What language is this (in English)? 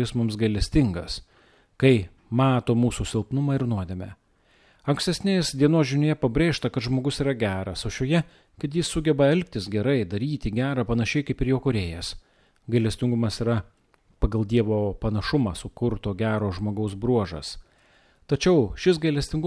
Lithuanian